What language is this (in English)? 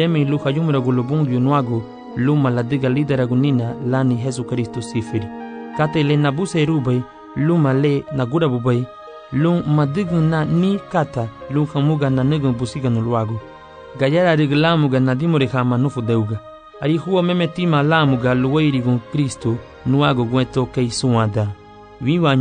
Garifuna